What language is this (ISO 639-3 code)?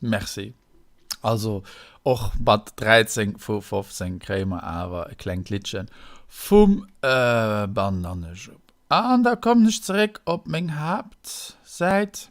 ltz